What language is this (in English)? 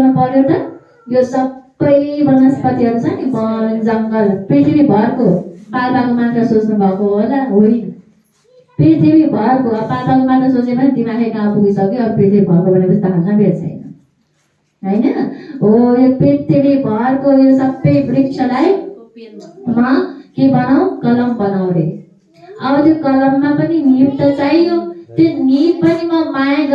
Nepali